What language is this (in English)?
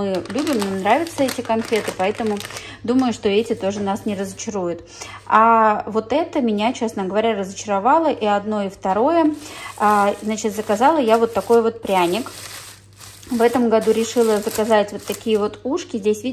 Russian